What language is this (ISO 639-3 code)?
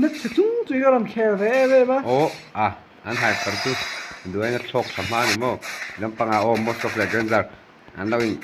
lus